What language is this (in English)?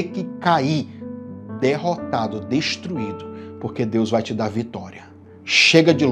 Portuguese